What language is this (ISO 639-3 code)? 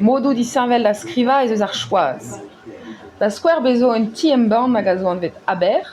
bre